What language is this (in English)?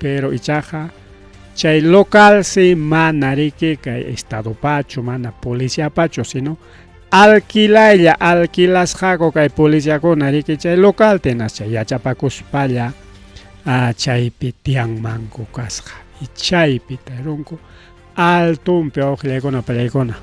Ayacucho Quechua